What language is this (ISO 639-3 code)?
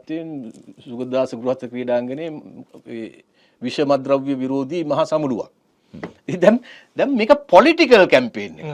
sin